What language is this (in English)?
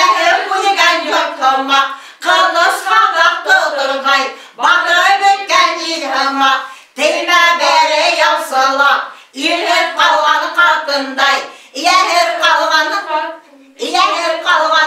Bashkir